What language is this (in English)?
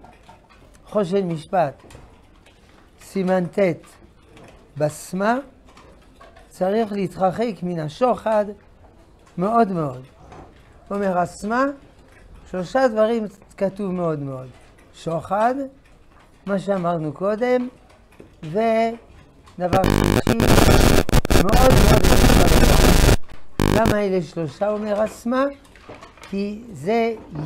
Hebrew